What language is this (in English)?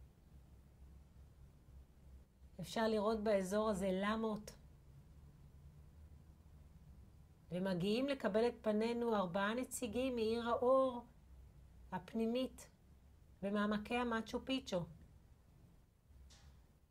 Hebrew